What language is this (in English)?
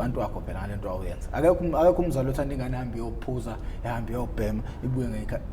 Zulu